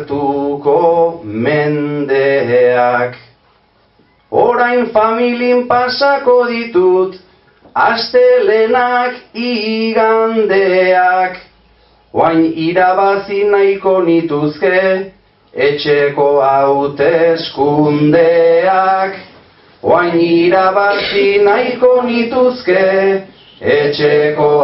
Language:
Basque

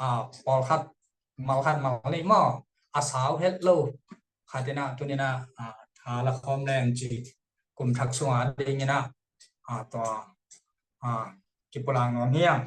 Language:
Tedim Chin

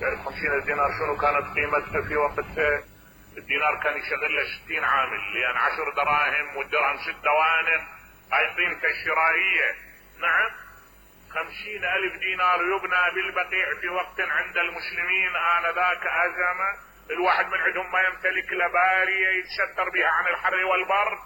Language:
Mesopotamian Arabic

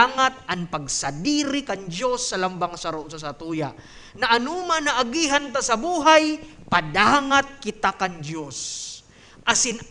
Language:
Bikol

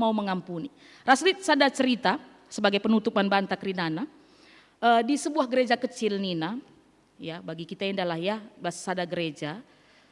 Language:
Batak Karo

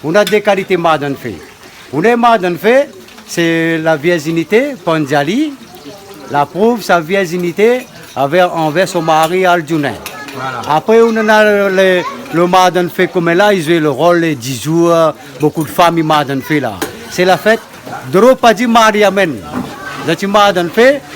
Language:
Réunion Creole French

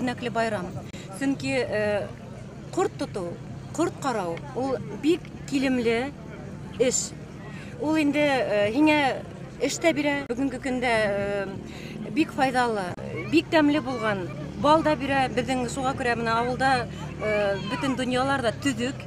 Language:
Bashkir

